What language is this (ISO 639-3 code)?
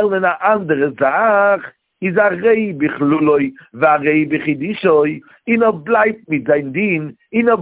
yid